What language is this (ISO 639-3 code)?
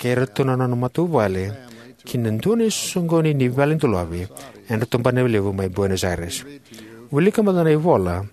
fij